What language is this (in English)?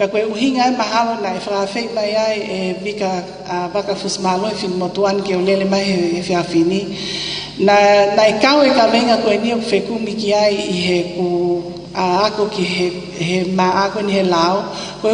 Tongan